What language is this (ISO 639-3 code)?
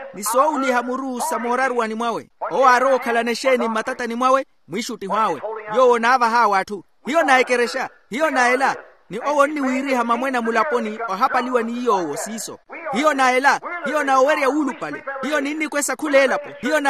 vmw